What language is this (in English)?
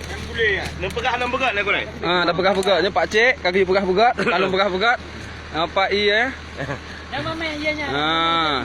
Achinese